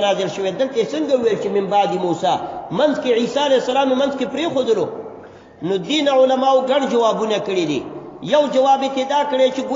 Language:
Pashto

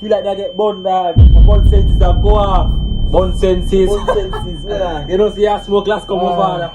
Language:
Jamaican Creole English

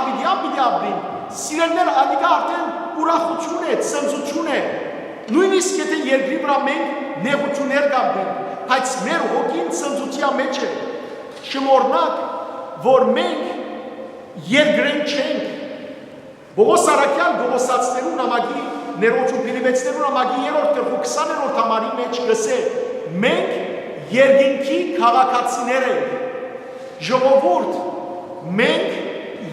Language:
Western Armenian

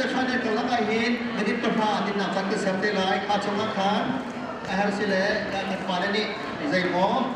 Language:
Hakha Chin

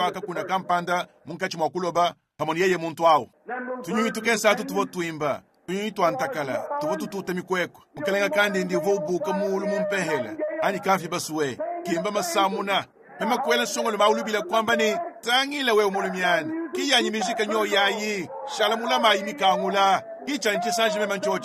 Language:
Luba-Lulua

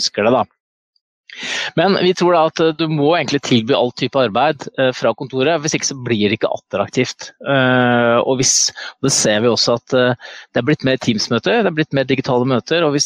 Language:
Norwegian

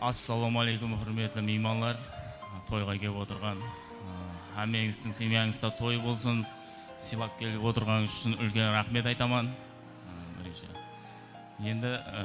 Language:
Kara-Kalpak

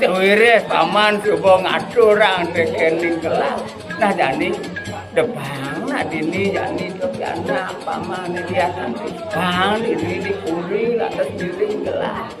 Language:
Balinese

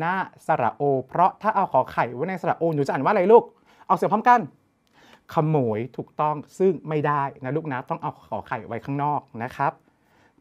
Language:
Thai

